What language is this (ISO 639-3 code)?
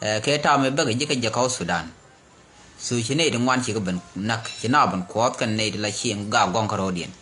nus